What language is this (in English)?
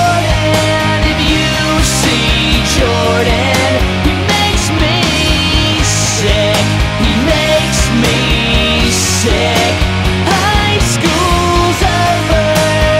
English